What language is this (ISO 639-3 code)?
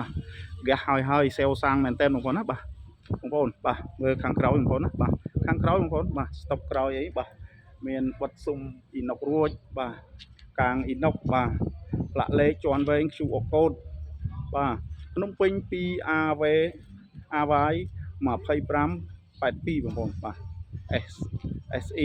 khm